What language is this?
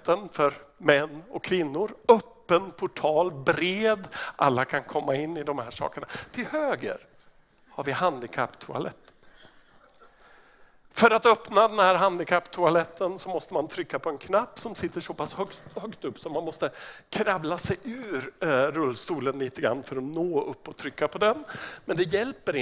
Swedish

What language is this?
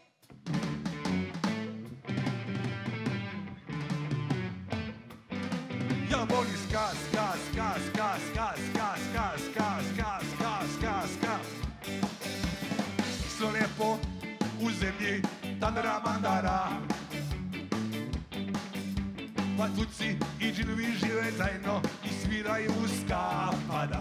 Serbian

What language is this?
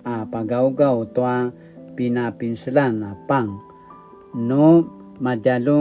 Paiwan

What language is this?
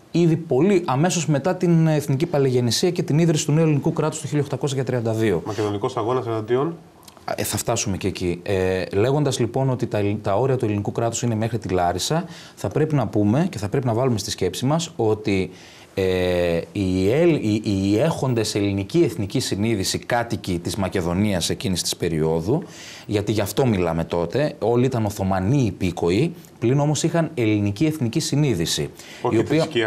Greek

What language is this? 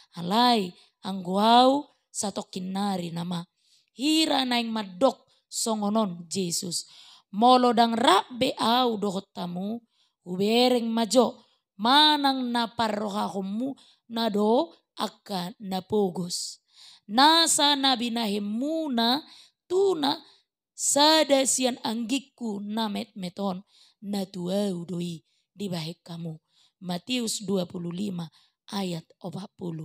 Batak Toba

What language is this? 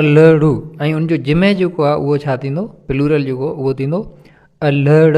Sindhi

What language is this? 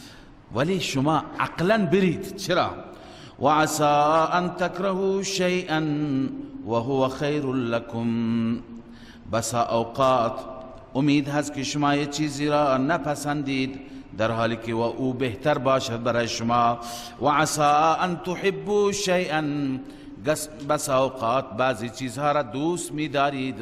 Persian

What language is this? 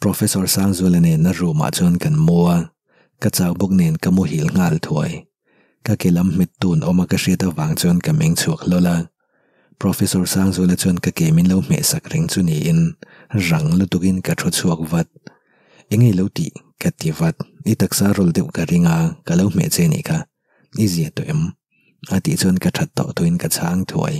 Mizo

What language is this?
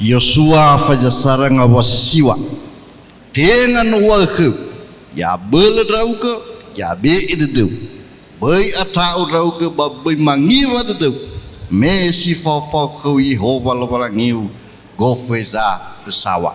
Nias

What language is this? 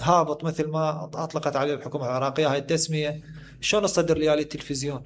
Mesopotamian Arabic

